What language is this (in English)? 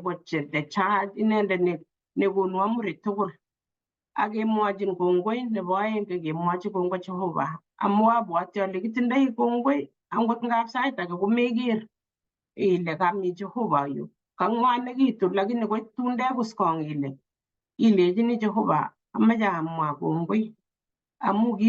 Kalenjin